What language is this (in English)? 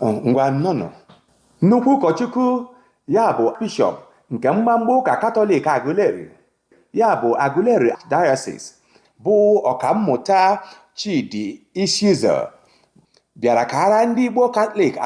Igbo